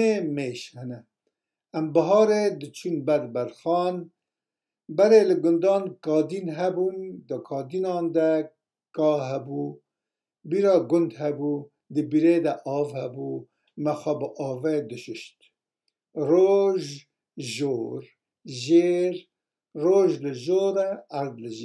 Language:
Kurdish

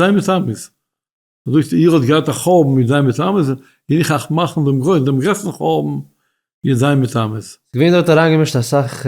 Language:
Yiddish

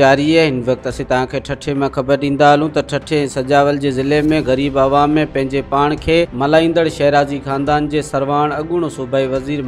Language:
Sindhi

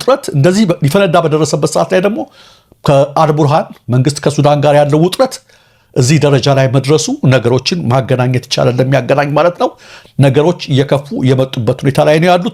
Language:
Amharic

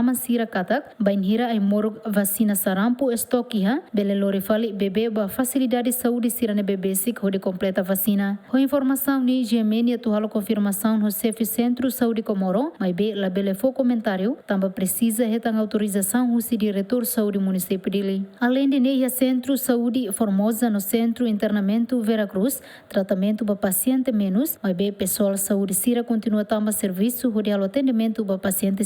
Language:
Tetum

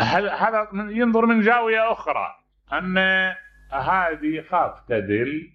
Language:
Mesopotamian Arabic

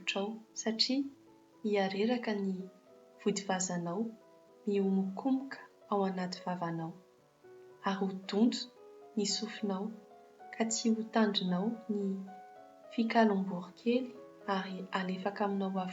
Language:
Malagasy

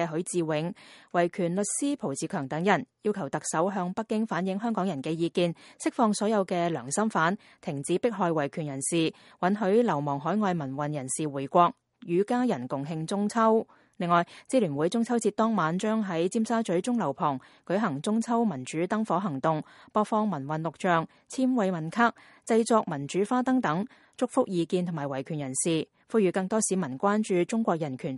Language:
Cantonese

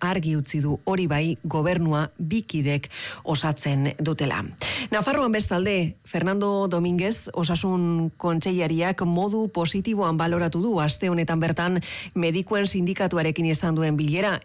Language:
Basque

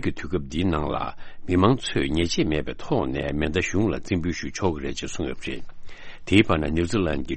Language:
Tibetan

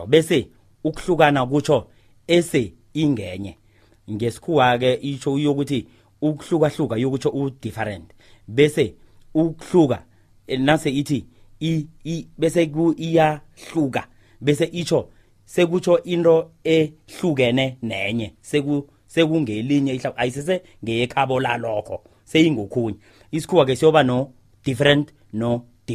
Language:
South Ndebele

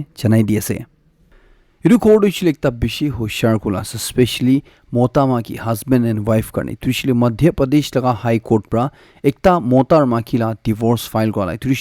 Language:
Naga Pidgin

